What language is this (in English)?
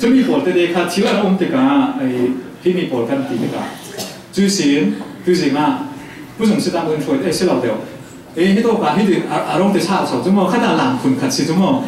Falam Chin